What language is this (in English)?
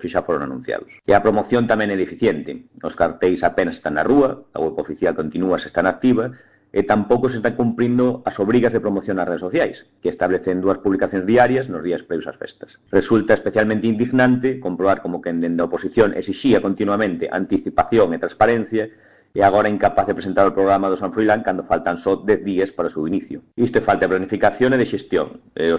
Galician